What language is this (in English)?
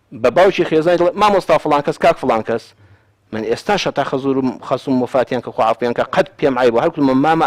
Central Kurdish